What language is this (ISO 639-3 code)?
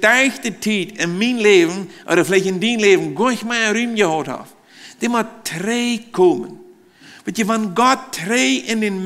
pdt